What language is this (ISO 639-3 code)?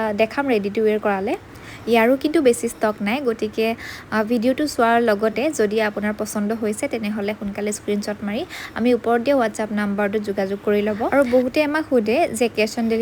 asm